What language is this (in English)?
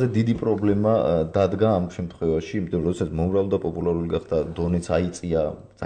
Georgian